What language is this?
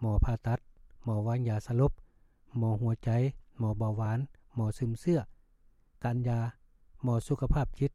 Lao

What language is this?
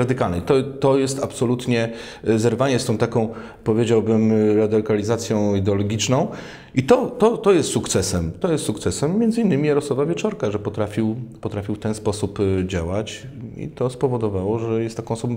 Polish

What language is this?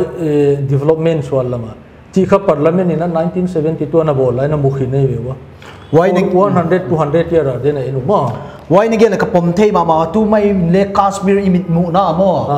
Paite Chin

